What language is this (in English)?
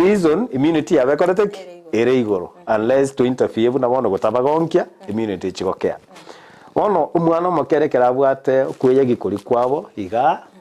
Gusii